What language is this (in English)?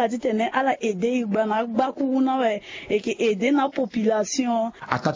Sango